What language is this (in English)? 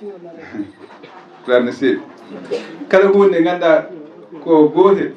Fula